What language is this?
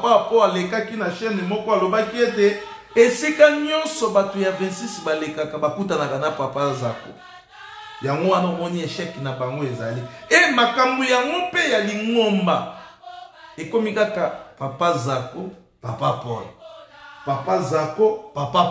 Lingala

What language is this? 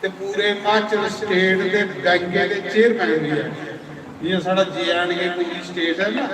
Dogri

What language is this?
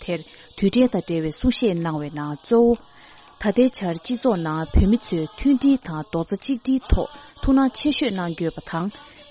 Tibetan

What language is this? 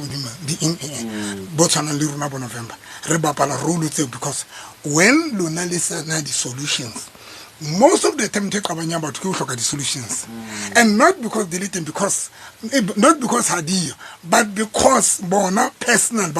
Southern Sotho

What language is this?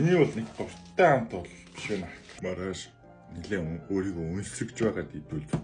Mongolian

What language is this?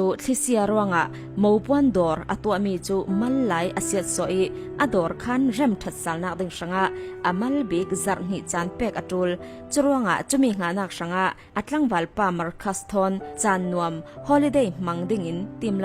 Falam Chin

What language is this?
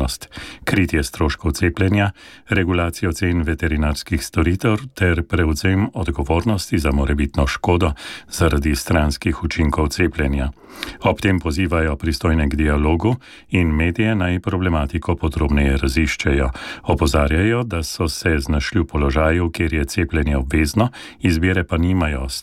Slovenian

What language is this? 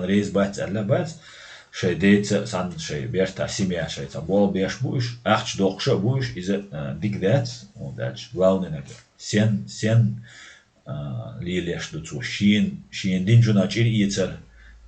Chechen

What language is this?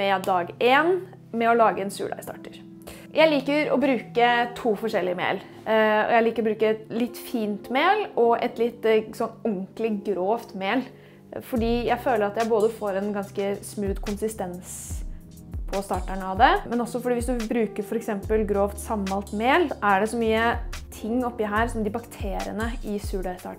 Norwegian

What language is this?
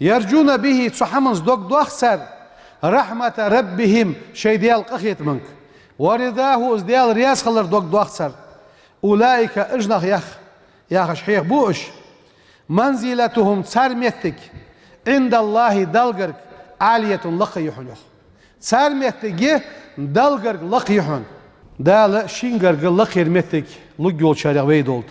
Ingush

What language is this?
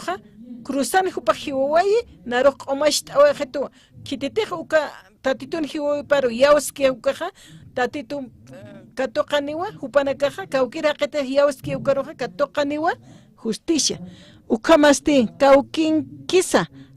Aymara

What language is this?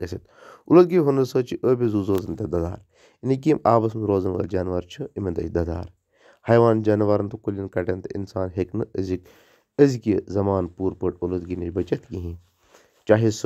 Kashmiri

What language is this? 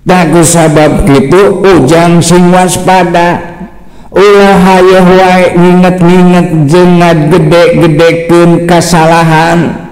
Sundanese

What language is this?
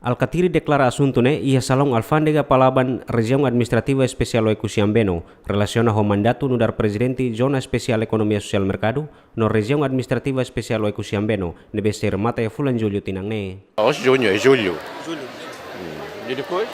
Tetum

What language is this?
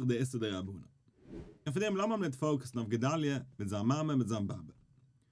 Yiddish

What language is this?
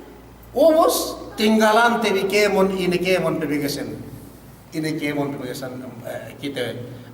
Yakan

